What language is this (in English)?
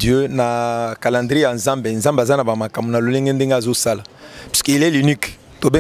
Lingala